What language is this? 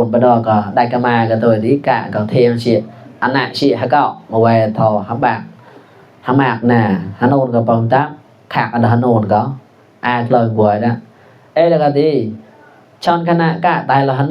Mon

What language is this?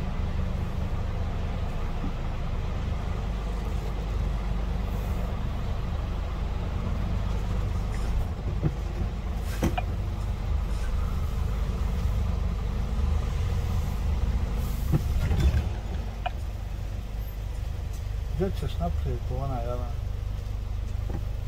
Croatian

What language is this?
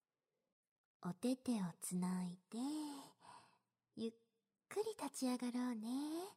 Japanese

